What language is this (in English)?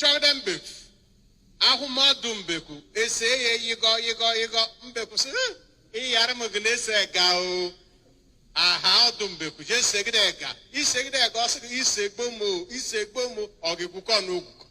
Igbo